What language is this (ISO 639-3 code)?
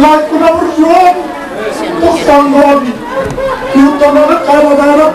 bbc